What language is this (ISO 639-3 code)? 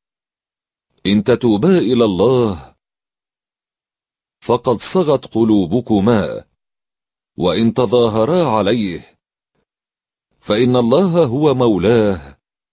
ara